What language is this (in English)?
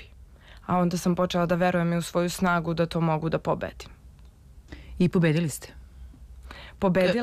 Serbian